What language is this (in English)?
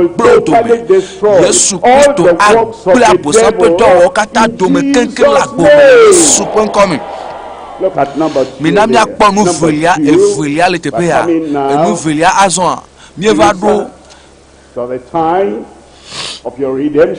Ewe